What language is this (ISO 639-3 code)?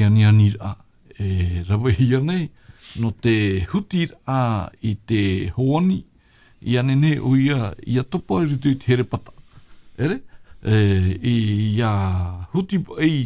tah